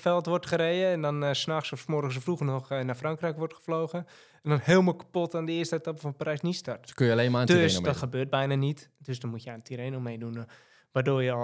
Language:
Dutch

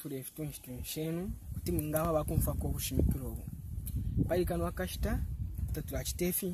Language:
Bemba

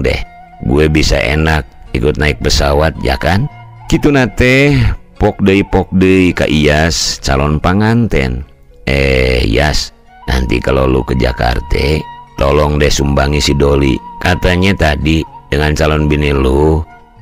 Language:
Sundanese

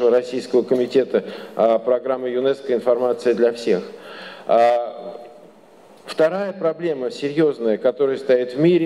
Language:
Russian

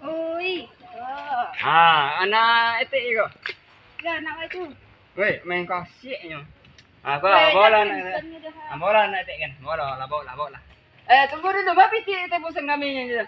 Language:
Minangkabau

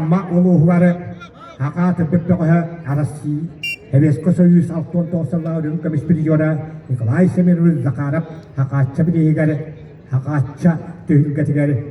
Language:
Yakut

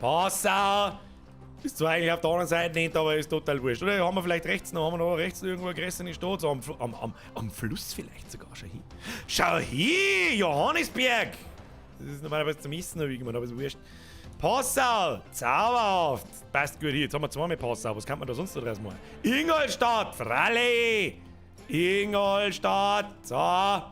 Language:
Bavarian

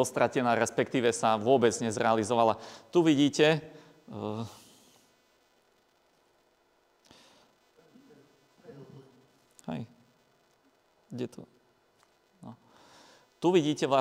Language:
Slovak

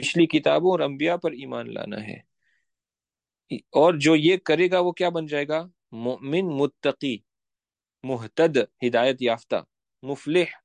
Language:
Urdu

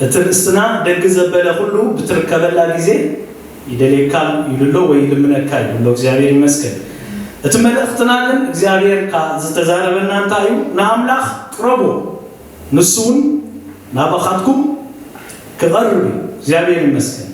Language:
Tigrinya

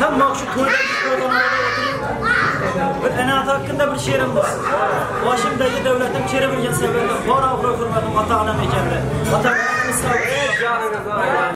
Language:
Kara-Kalpak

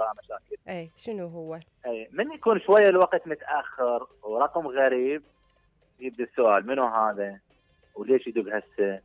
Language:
Mesopotamian Arabic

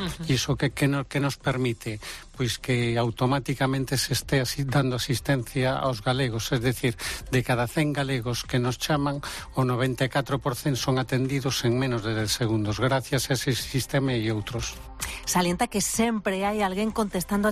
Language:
Galician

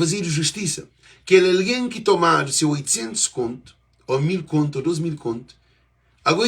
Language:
Kabuverdianu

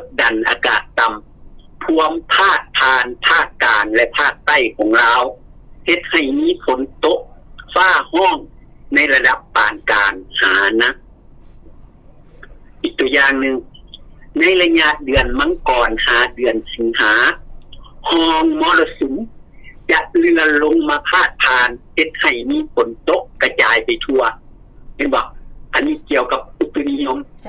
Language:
Lao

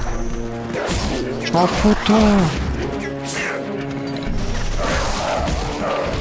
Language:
French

